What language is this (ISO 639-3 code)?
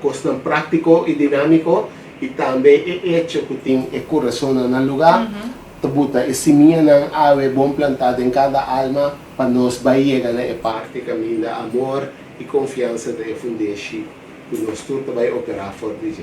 pap